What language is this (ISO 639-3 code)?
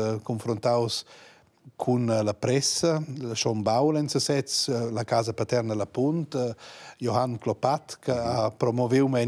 roh